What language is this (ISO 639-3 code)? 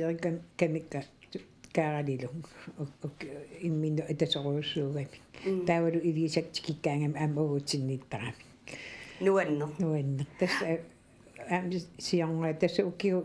kal